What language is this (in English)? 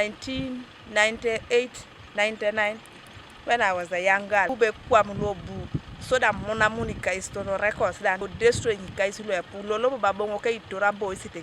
Teso